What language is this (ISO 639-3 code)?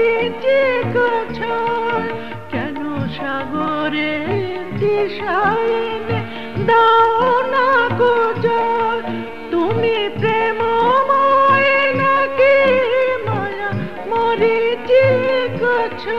ben